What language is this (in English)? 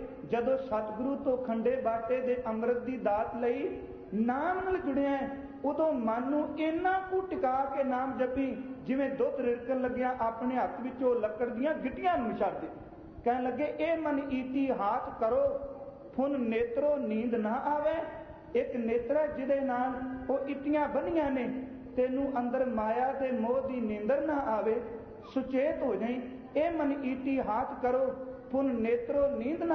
Punjabi